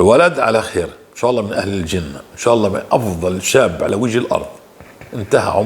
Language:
North Levantine Arabic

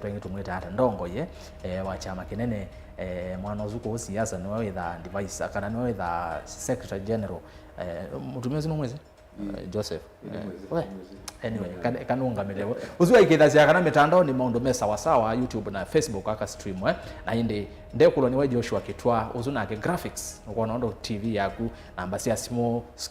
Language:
Kamba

